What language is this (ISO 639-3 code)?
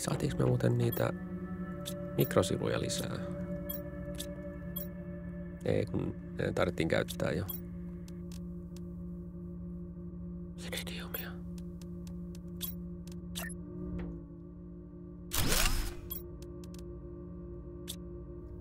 fin